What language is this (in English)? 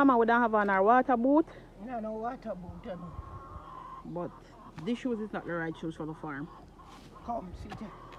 Jamaican Creole English